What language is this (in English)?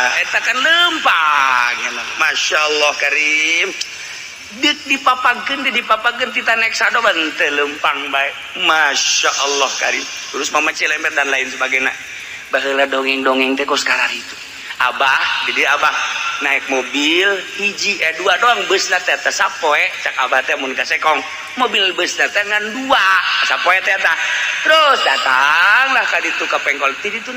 Sundanese